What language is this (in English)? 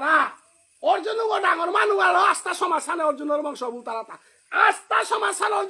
Bishnupriya